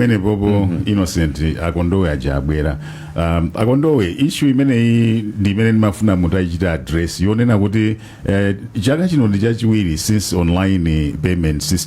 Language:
Nyanja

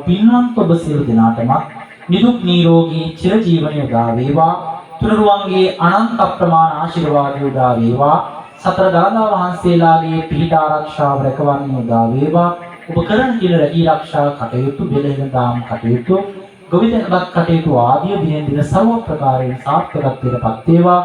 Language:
Sinhala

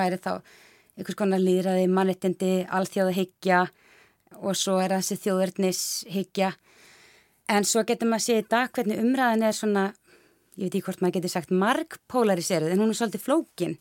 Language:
Icelandic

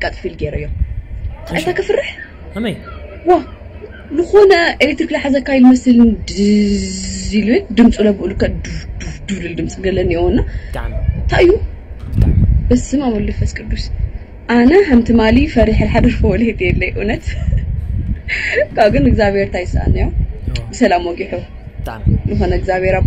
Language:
Tigrinya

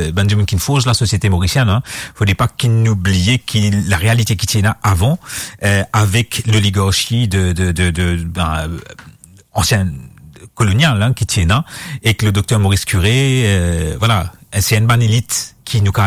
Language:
Morisyen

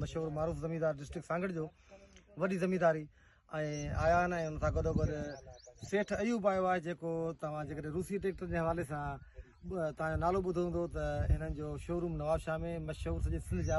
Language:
Sindhi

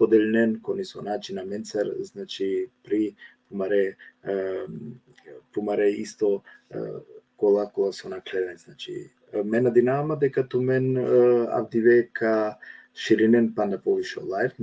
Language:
Balkan Romani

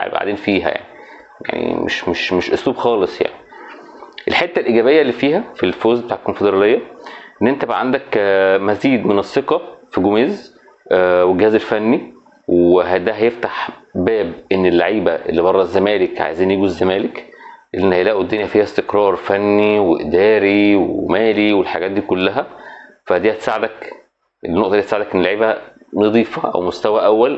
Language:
Egyptian Arabic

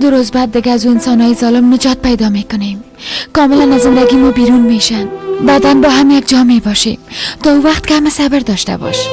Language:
Persian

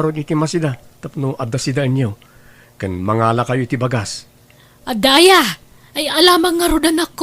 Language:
Iloko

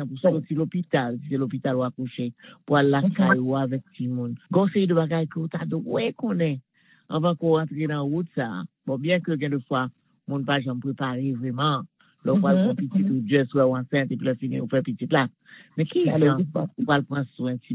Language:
Haitian Creole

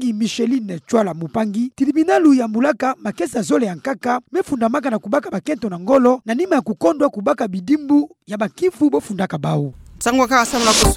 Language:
Kituba (Democratic Republic of Congo)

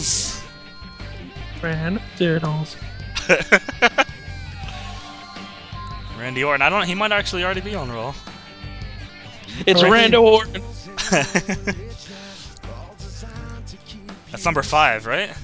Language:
English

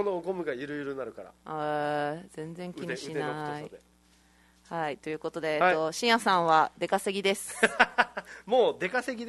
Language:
Japanese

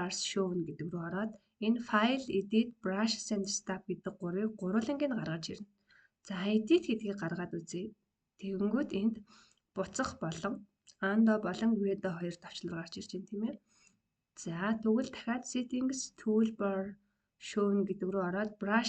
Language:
Mongolian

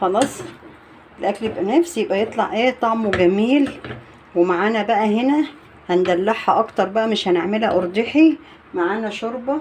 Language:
Egyptian Arabic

